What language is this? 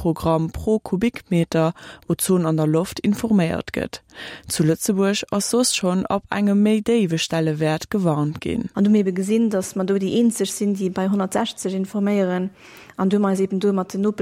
Luxembourgish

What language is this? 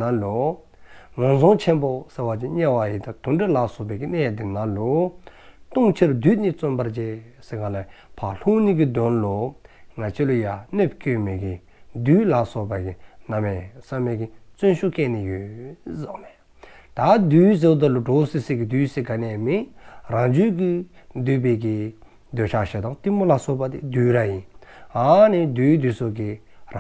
Dzongkha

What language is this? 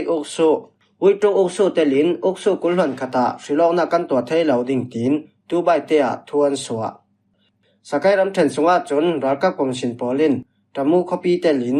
Falam Chin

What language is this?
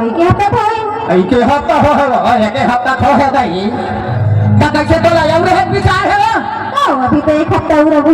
Chhattisgarhi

